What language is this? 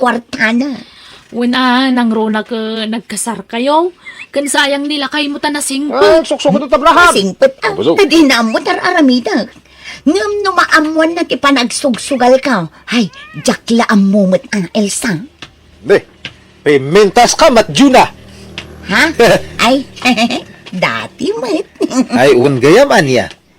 Iloko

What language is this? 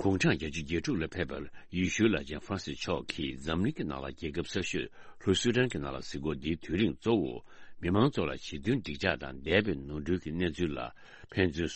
Tibetan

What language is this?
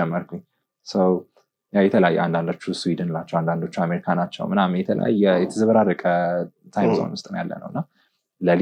Amharic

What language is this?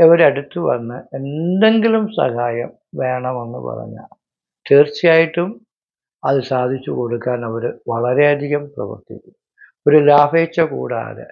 Malayalam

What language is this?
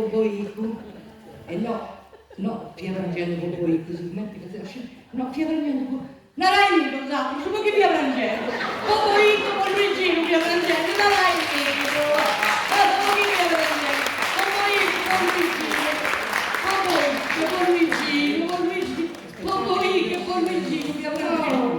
Sardinian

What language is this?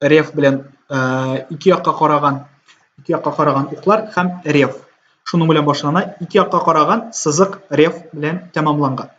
Tatar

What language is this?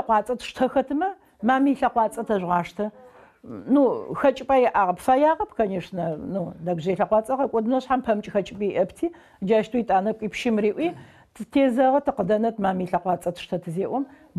Adyghe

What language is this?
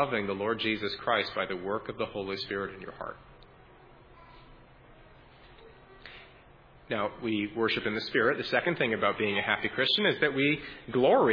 English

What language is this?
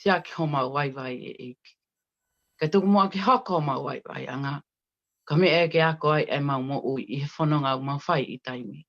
Tongan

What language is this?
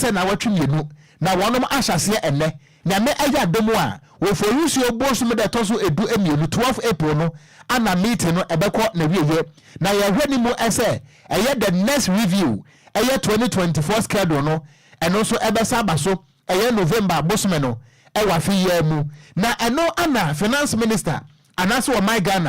Akan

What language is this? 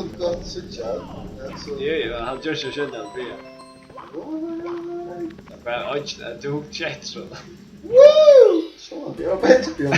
Faroese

